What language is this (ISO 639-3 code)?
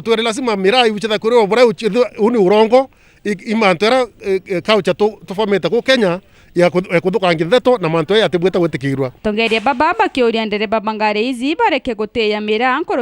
mer